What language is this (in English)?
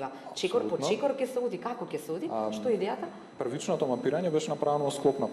Macedonian